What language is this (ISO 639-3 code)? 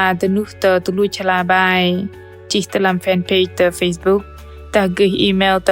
bdq